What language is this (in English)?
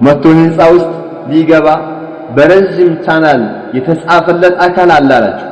Amharic